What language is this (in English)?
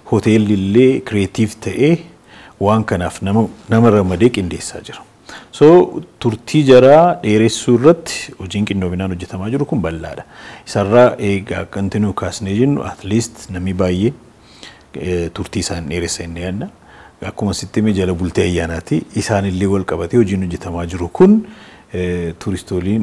Oromo